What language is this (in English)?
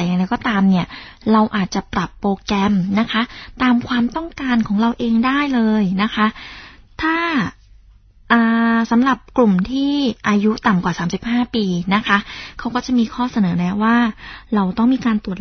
Thai